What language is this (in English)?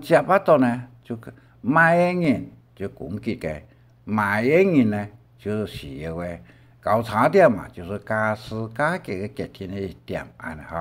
Hakka Chinese